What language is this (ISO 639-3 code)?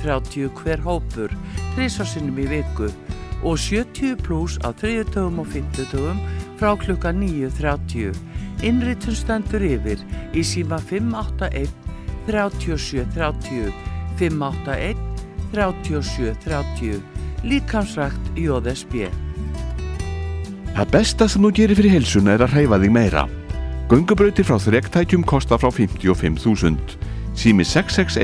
isl